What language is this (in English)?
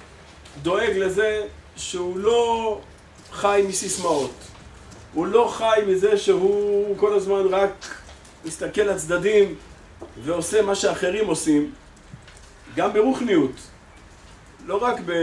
Hebrew